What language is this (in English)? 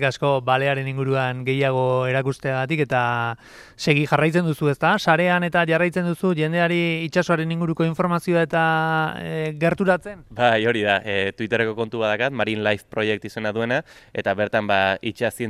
Basque